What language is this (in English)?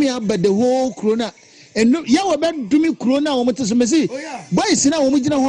Akan